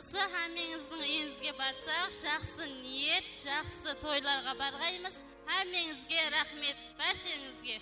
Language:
Kara-Kalpak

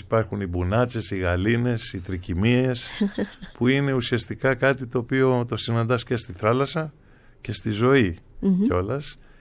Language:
Greek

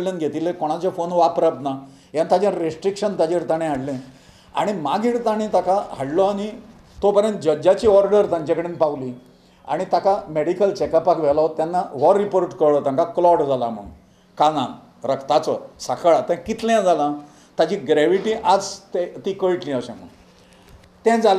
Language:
Konkani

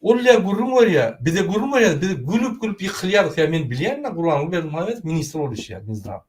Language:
Turkmen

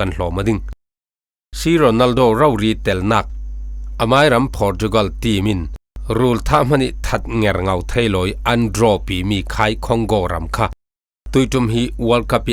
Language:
Falam Chin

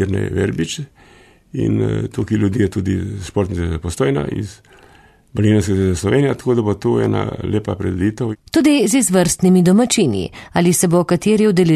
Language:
Slovenian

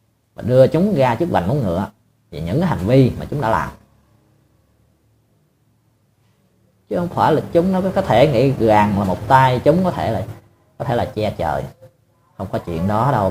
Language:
Vietnamese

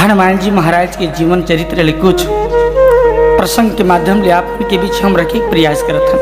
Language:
Chhattisgarhi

